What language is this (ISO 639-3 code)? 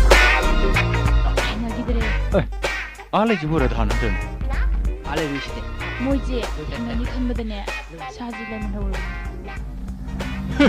mni